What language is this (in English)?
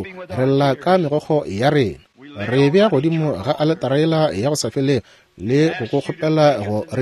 Northern Sotho